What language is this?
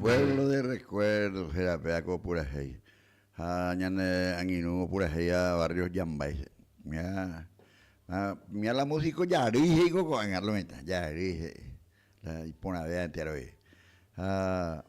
Guarani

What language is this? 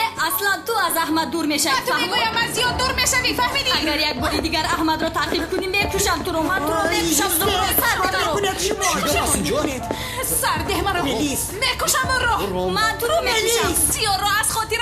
Tajik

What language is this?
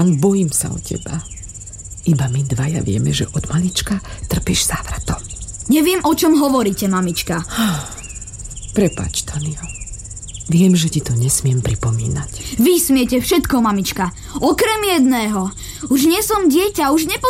Slovak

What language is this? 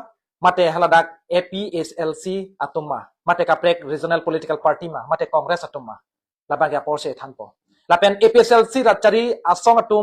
Karbi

